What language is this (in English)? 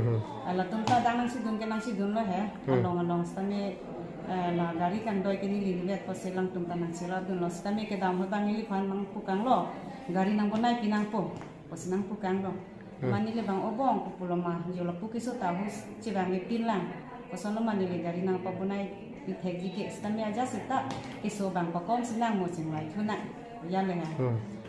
Karbi